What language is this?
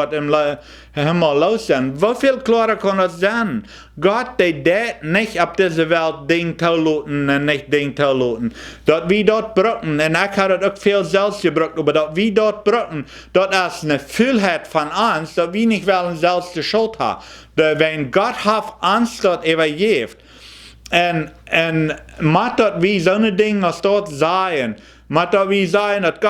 Plautdietsch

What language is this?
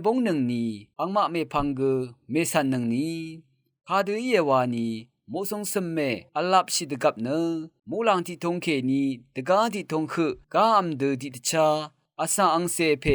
Rawang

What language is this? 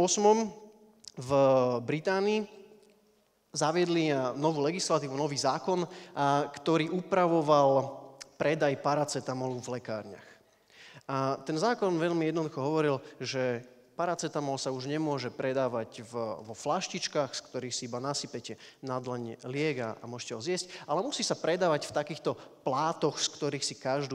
Slovak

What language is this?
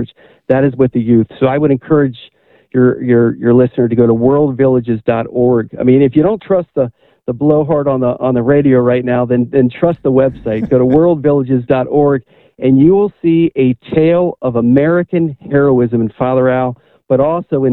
English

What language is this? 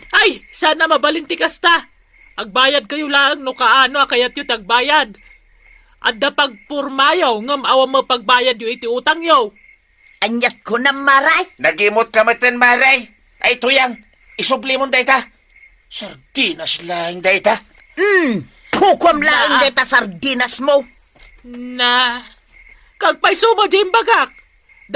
Iloko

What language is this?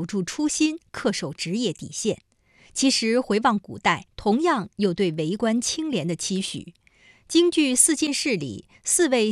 Chinese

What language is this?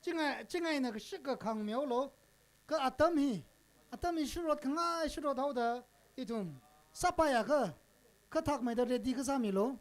Tangkhul Naga (India)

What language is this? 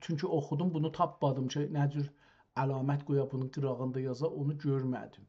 South Azerbaijani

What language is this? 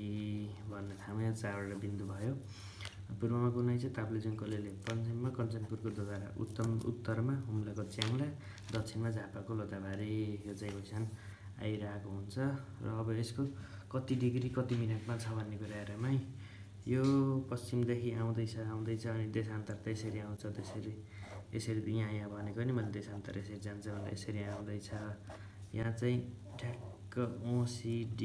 Nepali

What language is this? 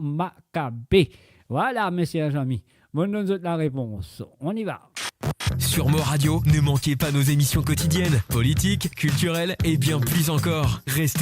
Morisyen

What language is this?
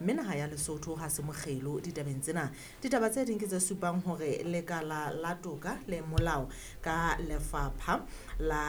Southern Sotho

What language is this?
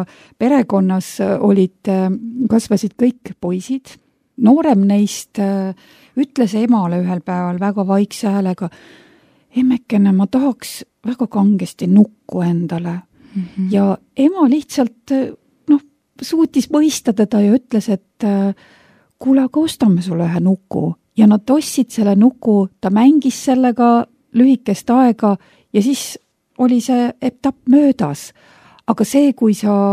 Estonian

